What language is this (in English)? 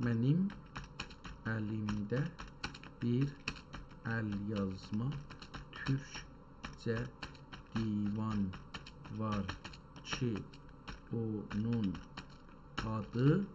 South Azerbaijani